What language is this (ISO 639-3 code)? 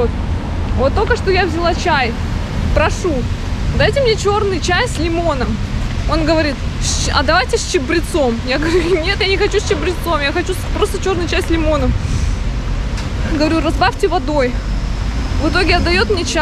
rus